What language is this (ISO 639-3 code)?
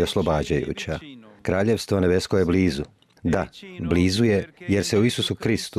hrv